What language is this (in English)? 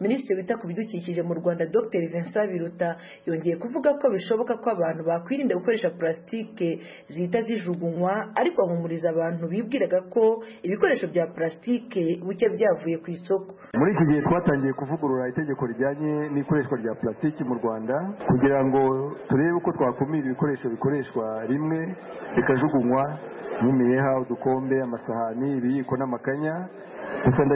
Kinyarwanda